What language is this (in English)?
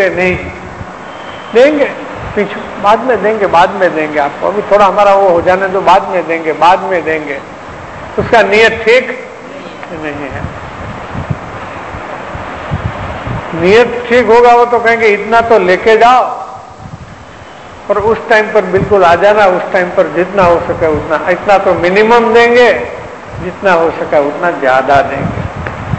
Hindi